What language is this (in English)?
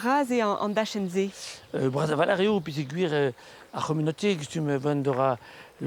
Breton